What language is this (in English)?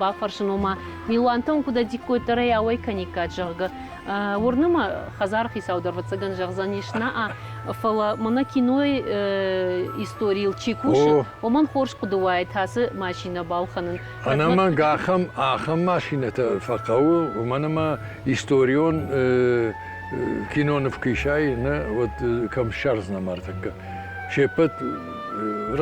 Ossetic